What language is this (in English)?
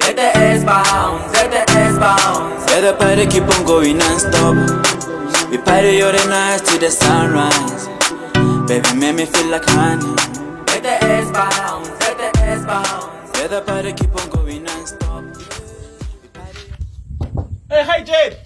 Northern Sotho